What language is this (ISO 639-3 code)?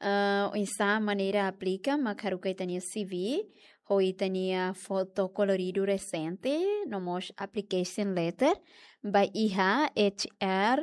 tet